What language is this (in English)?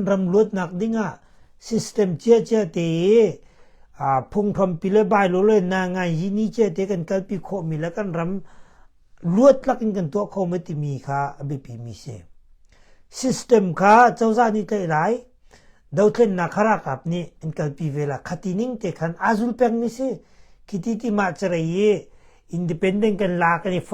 Hakha Chin